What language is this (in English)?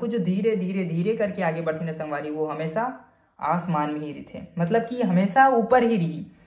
Chhattisgarhi